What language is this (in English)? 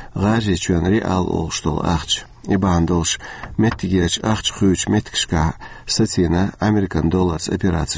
Chechen